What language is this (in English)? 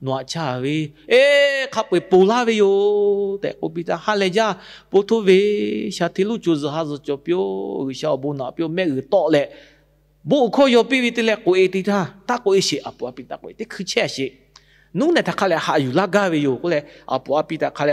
Lahu